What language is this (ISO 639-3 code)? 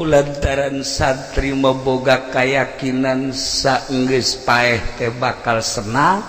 sun